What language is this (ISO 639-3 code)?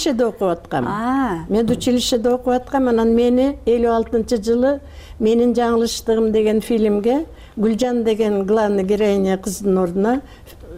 kir